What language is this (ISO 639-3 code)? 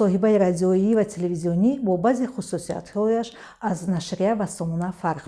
tgk